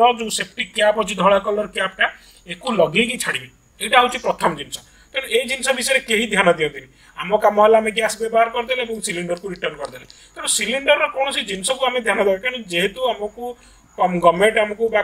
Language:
Odia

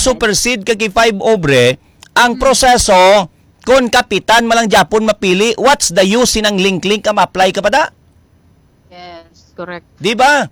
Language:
Hiligaynon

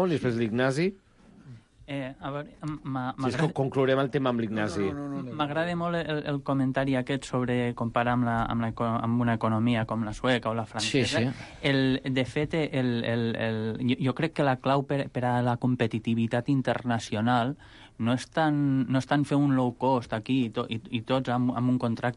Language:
Catalan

